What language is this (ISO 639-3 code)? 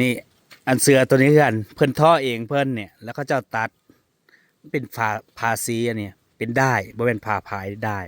tts